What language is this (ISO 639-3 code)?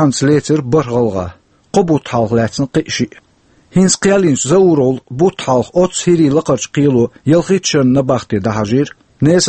che